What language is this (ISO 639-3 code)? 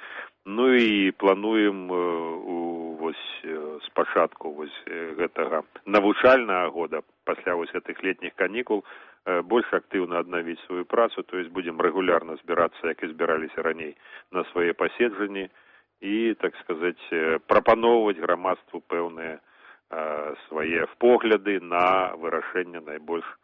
bel